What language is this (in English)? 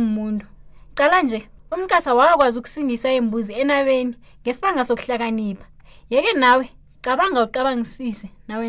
South Ndebele